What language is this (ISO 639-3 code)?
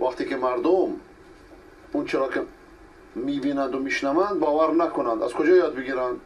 fas